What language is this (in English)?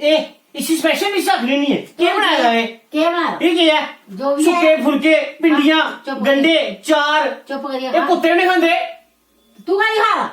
Dogri